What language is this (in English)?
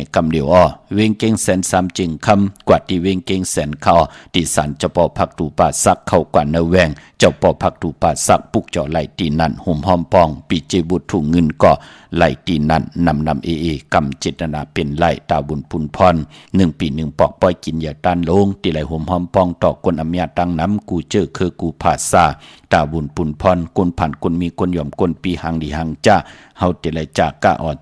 Shan